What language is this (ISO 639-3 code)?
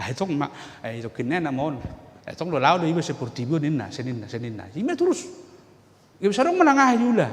bbc